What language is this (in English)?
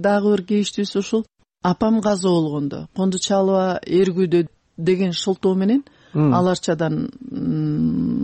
Kyrgyz